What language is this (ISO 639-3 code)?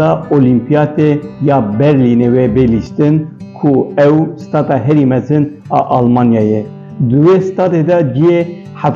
kur